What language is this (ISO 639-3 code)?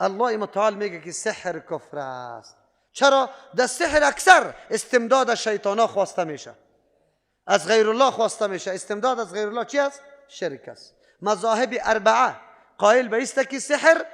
fas